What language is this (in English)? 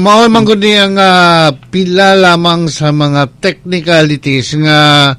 Cebuano